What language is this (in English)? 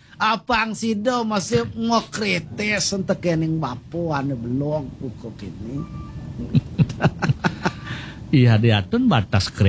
Balinese